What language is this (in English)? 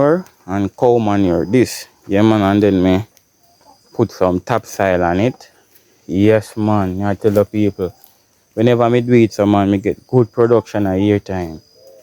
Jamaican Creole English